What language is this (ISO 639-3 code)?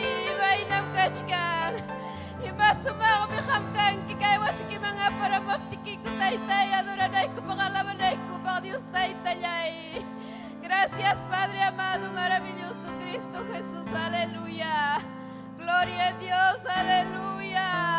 quy